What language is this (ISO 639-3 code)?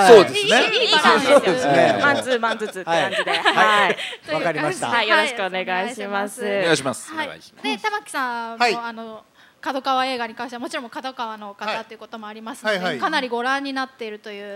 jpn